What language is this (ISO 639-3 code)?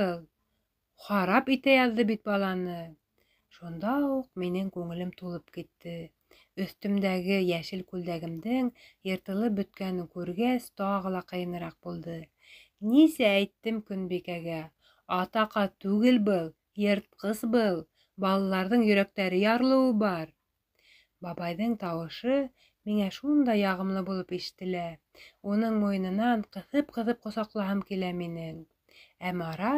bak